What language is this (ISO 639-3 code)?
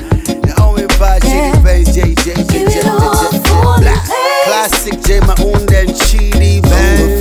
swa